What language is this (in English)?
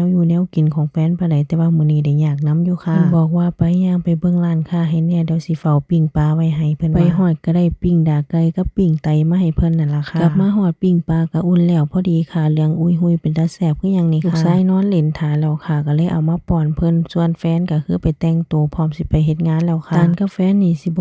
Northeastern Thai